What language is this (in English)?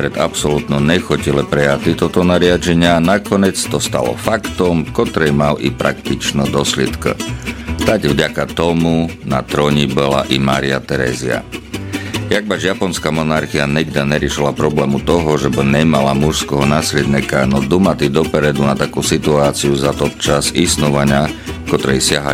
Rusyn